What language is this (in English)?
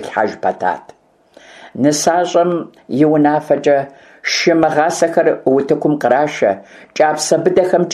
Kabardian